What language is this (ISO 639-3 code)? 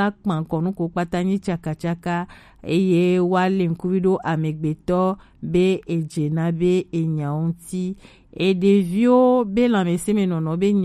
gej